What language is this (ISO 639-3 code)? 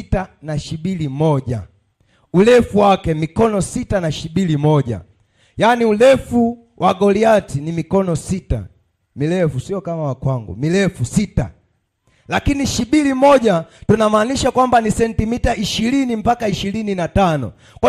swa